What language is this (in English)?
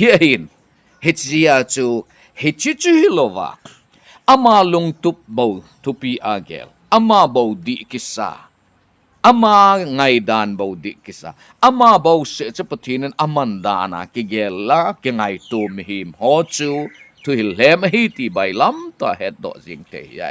Thado Chin